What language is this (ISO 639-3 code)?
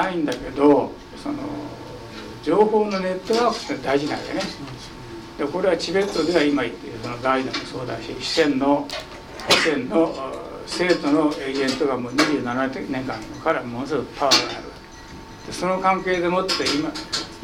jpn